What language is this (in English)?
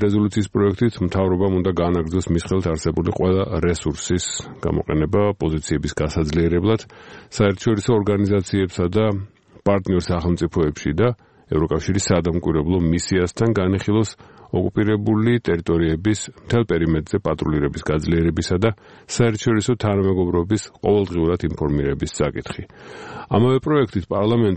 Georgian